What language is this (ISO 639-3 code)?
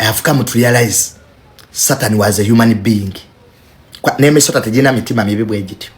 lug